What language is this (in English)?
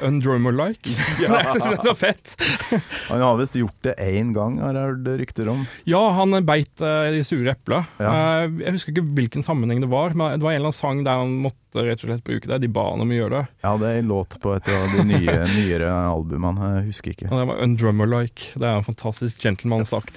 Norwegian